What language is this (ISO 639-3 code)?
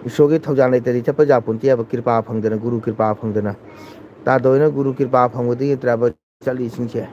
mni